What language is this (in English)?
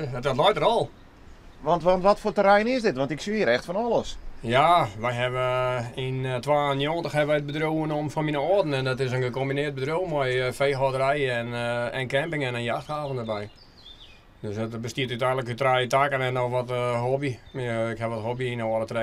Western Frisian